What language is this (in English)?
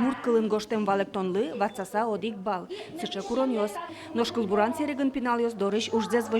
Udmurt